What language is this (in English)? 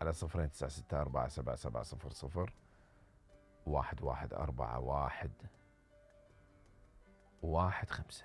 Mesopotamian Arabic